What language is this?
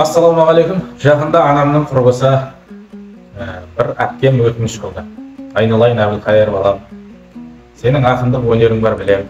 Kazakh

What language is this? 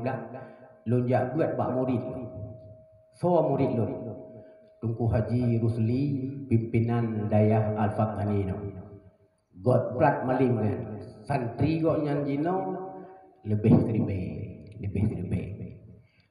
Achinese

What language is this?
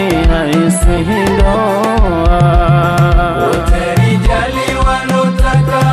Swahili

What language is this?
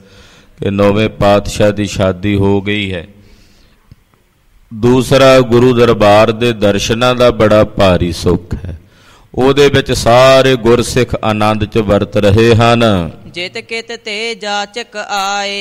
Punjabi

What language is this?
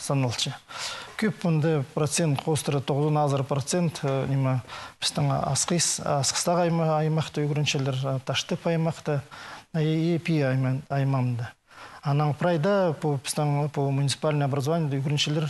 Khakas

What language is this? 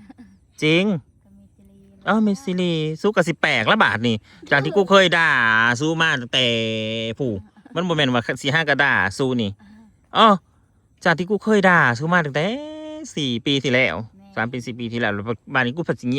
Northeastern Thai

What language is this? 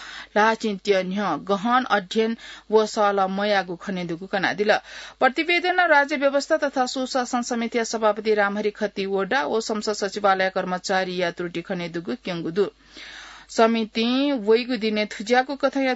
Newari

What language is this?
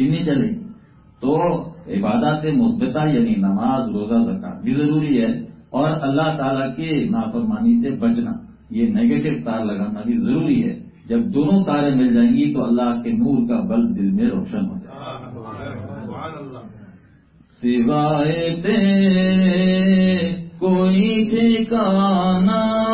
Urdu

